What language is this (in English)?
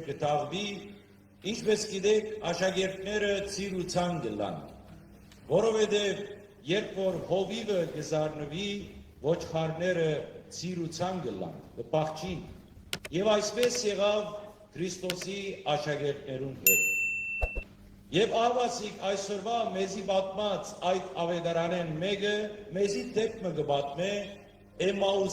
Western Armenian